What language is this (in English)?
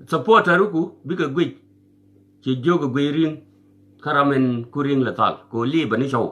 Nuer